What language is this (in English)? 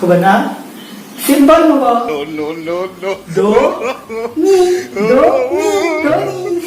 Konkani